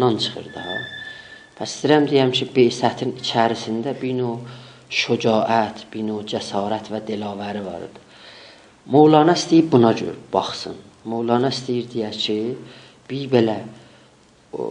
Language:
South Azerbaijani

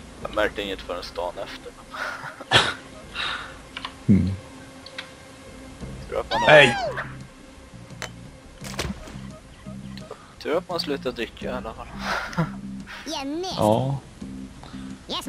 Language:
Swedish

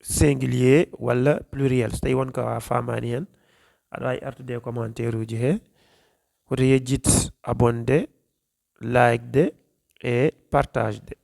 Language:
Fula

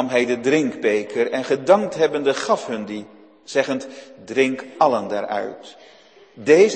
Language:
Dutch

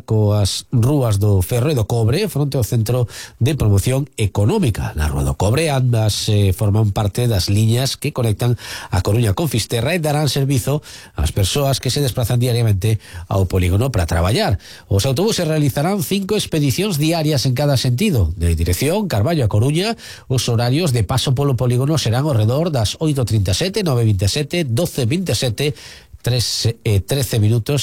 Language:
Galician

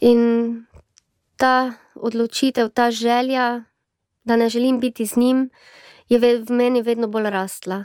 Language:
Slovenian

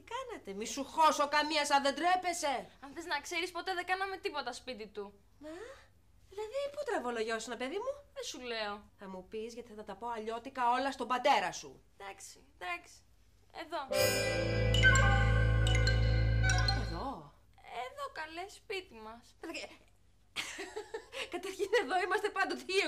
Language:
Greek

